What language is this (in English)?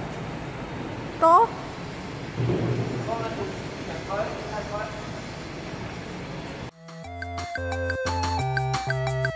Korean